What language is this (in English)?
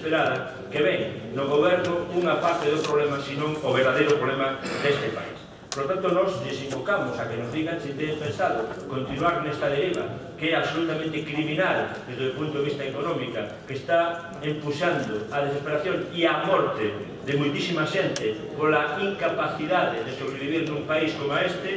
Galician